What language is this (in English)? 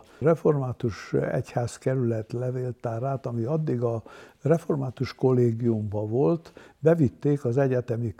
Hungarian